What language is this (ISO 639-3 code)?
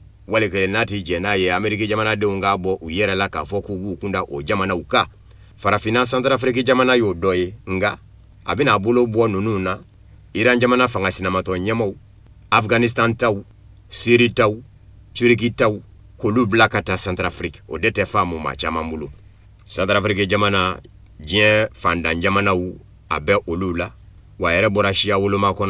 bam